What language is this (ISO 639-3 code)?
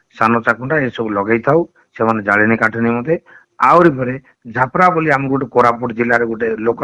ori